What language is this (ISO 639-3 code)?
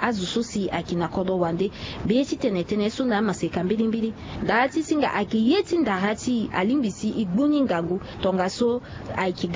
sag